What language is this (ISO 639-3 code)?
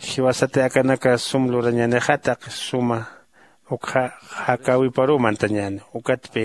aym